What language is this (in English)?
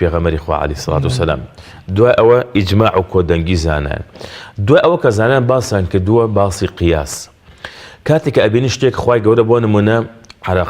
Central Kurdish